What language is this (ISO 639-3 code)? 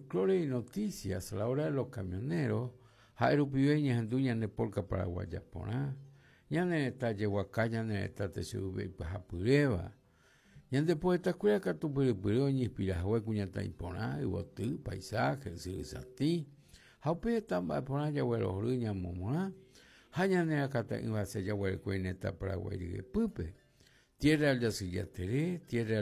grn